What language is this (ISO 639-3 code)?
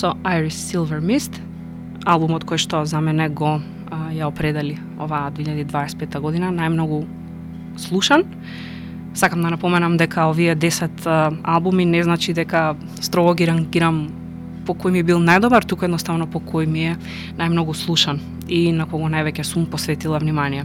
mkd